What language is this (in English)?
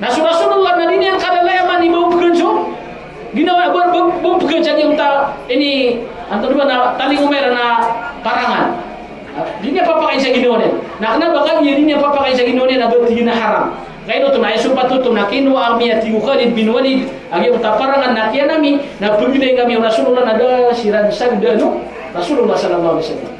Maranao